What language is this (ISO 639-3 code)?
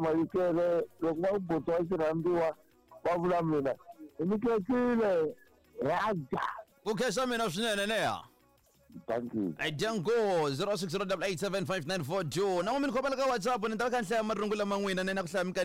tso